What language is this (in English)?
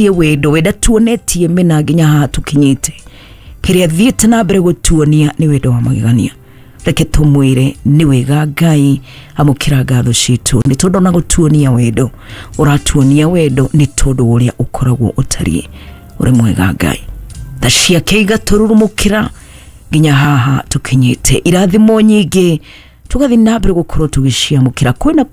Kikuyu